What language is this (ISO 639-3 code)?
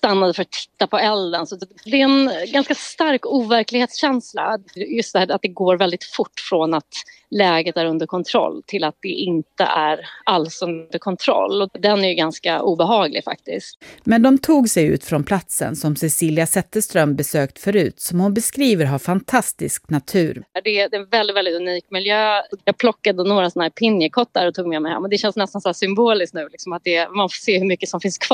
swe